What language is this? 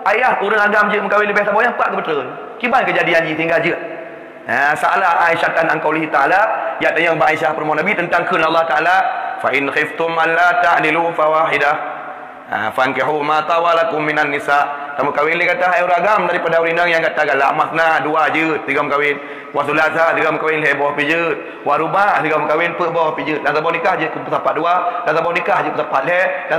Achinese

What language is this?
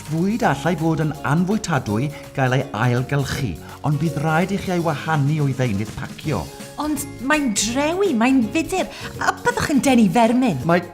Welsh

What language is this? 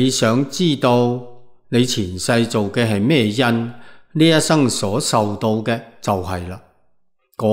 Cantonese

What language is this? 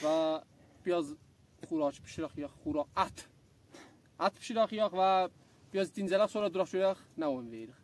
South Azerbaijani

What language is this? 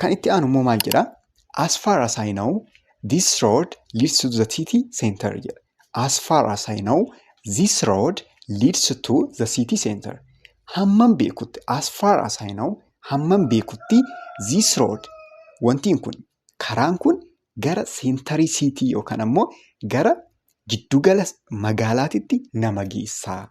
Oromo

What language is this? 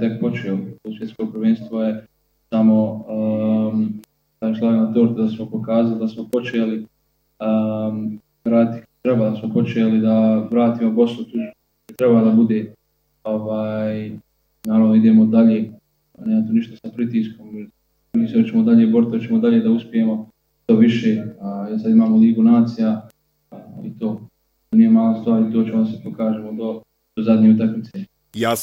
Bosnian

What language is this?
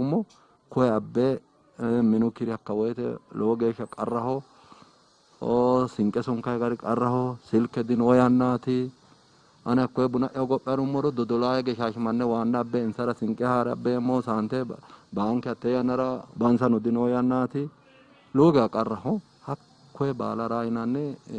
Sidamo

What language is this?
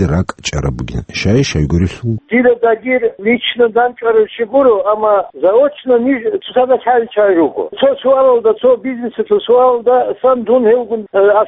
Avaric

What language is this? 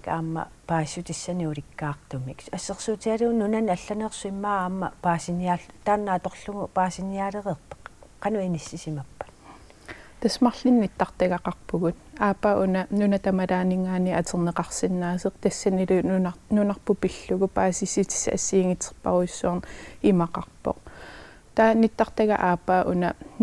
Kalaallisut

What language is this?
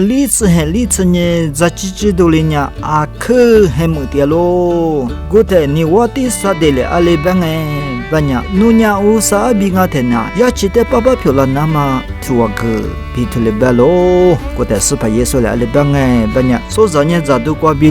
Lisu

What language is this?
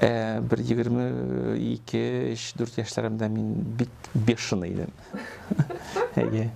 Tatar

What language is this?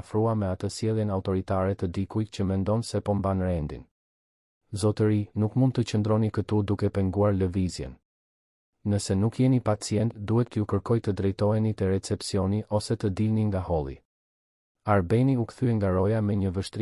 Albanian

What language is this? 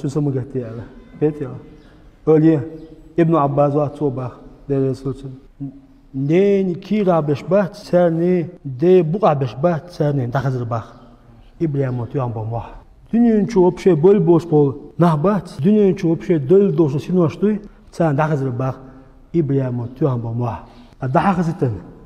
Chechen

